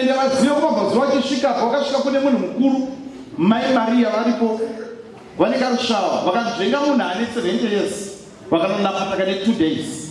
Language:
Shona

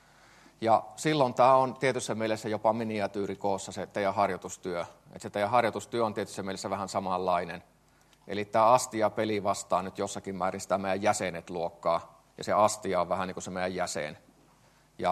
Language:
Finnish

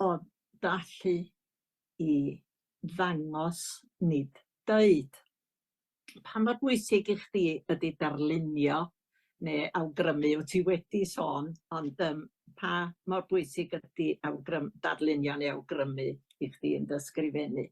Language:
Welsh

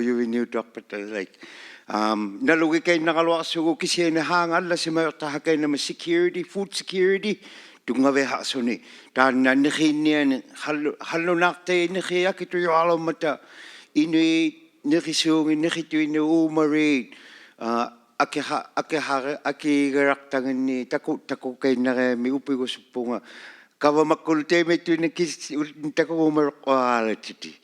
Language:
Inuktitut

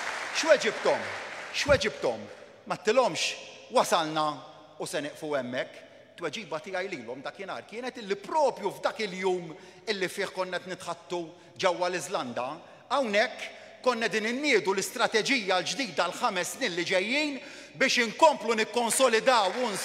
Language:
Maltese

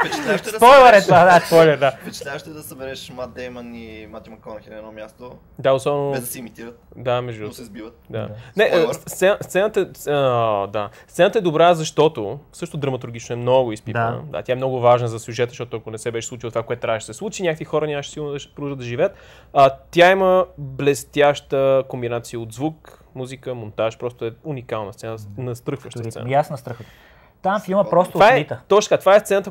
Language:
Bulgarian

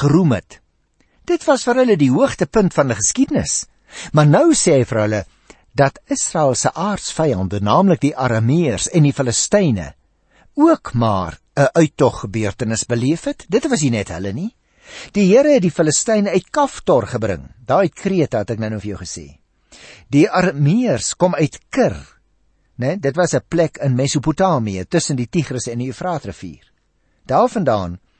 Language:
Afrikaans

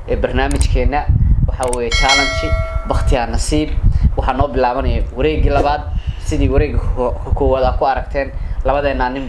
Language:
Somali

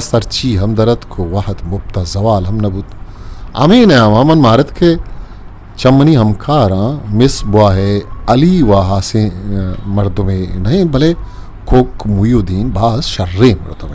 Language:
Eastern Balochi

